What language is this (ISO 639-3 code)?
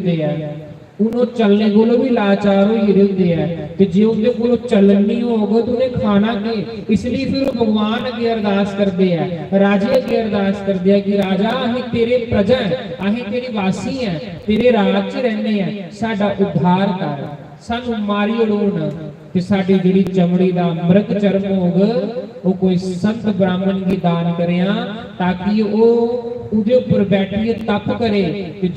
doi